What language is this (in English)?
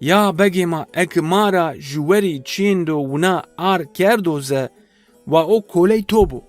Zaza